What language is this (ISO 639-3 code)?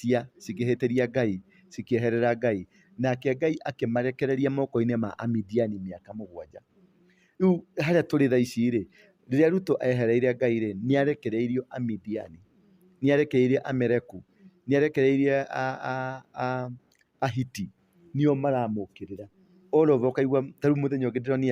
kik